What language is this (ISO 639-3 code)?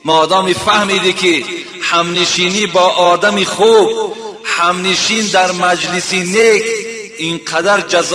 tgk